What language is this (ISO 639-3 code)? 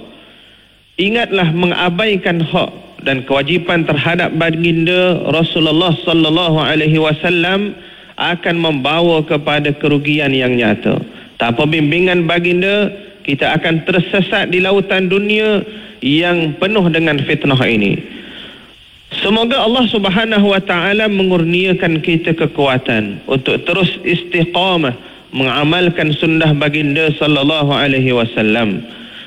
msa